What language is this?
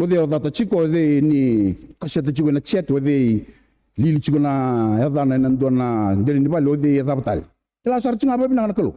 Fijian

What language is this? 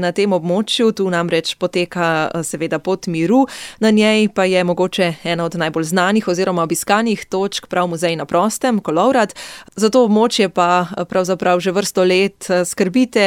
Slovenian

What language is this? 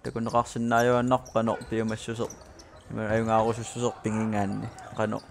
Kalaallisut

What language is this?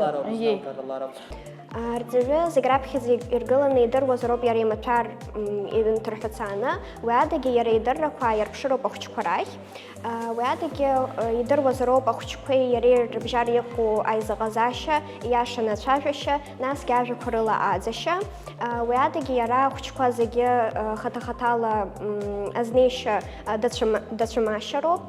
Abkhazian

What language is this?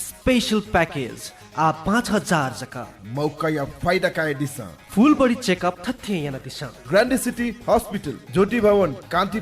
Newari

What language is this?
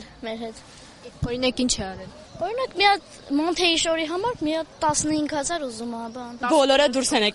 Armenian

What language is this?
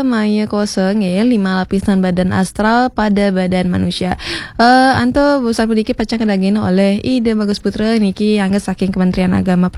Balinese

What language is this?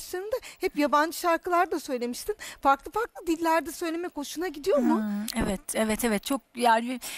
Turkish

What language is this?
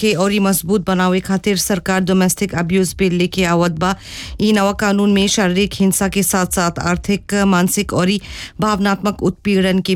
Bhojpuri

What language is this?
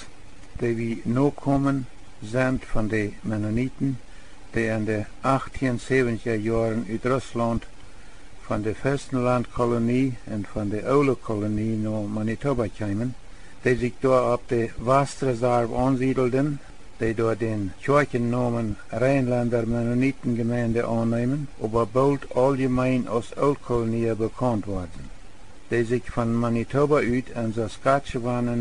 Plautdietsch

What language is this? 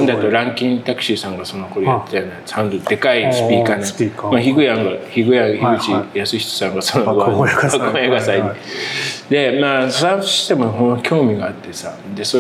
Japanese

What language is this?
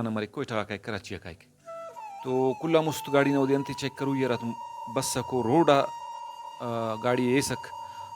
Brahui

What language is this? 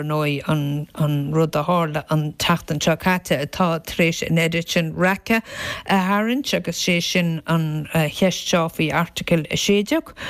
Irish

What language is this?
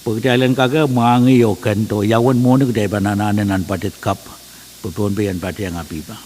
Pohnpeian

